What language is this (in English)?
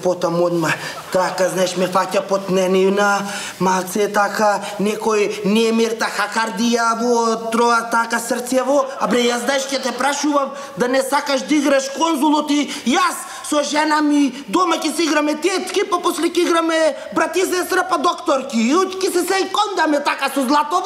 Macedonian